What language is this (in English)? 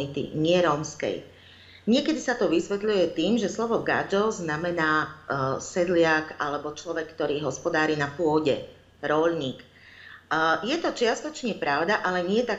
Slovak